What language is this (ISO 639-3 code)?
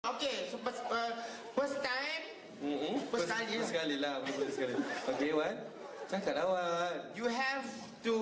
iba